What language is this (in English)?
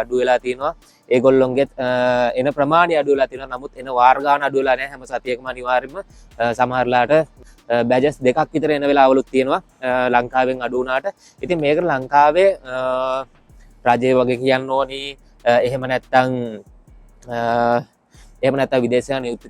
Sinhala